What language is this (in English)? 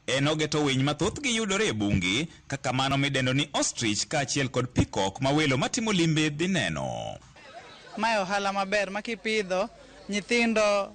Luo (Kenya and Tanzania)